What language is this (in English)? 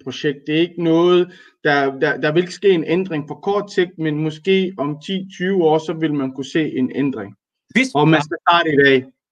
Danish